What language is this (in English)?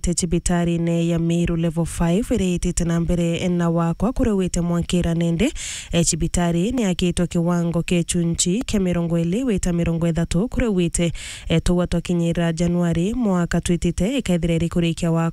Meru